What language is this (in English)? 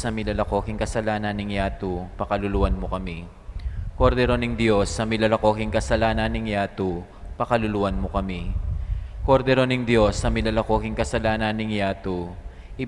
Pampanga